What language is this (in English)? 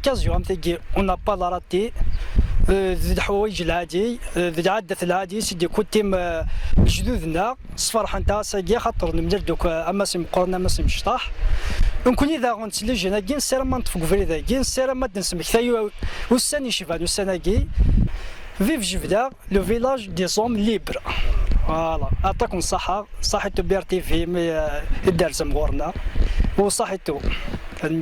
Kabyle